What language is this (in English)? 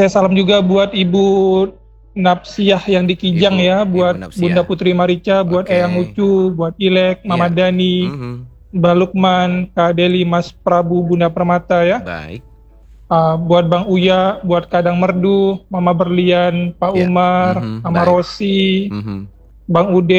Indonesian